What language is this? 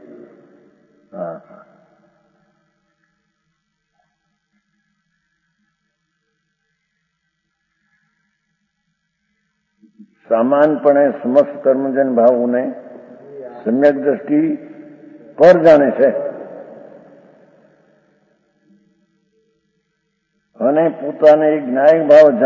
Gujarati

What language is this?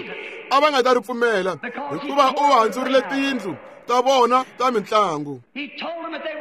Tsonga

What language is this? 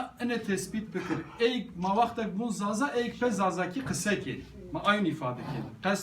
Kurdish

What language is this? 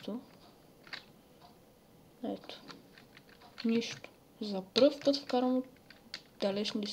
Bulgarian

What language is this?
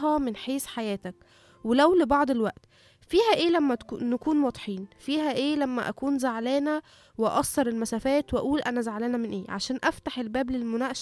Egyptian Arabic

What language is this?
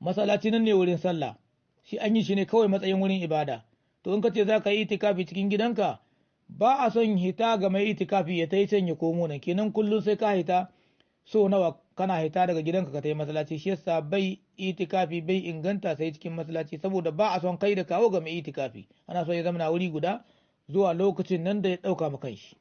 Hausa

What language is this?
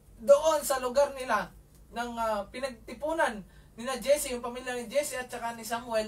Filipino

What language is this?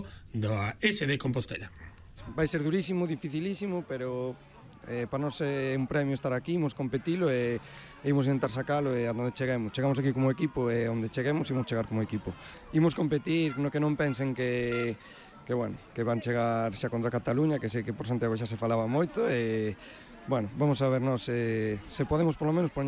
Galician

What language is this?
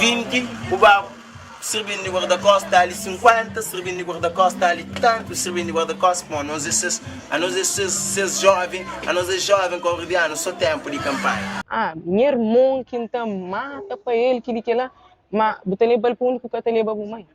Kabuverdianu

